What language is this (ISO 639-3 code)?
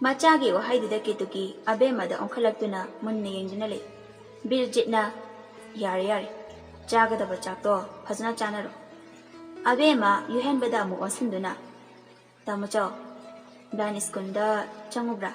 mni